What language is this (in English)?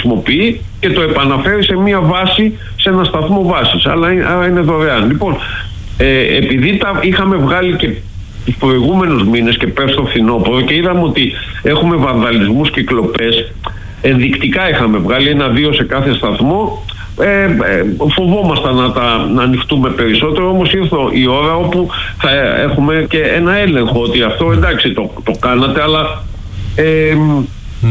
Greek